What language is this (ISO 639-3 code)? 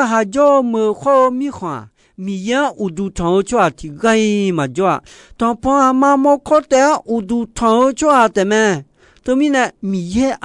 ahk